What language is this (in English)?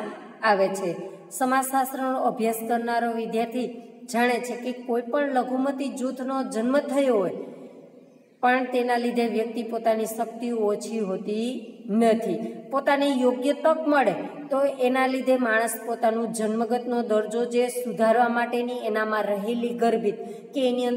Gujarati